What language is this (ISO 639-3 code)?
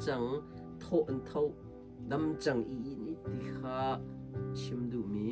cnh